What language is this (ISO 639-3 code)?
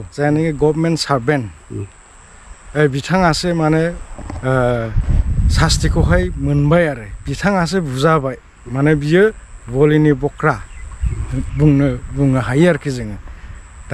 brx